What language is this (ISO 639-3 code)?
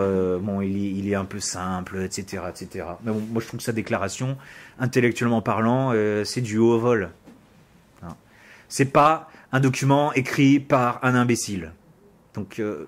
fra